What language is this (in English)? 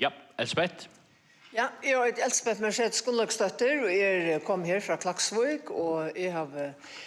Faroese